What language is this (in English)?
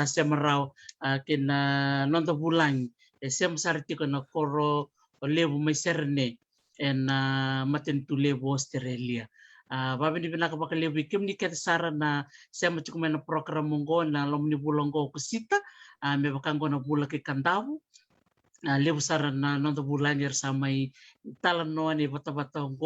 Fijian